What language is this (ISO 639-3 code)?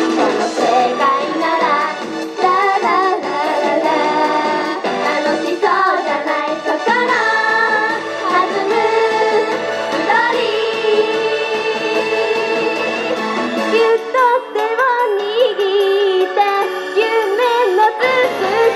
jpn